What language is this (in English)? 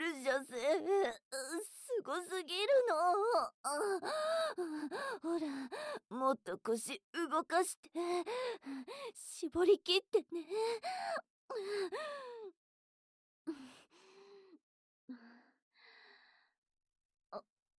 Japanese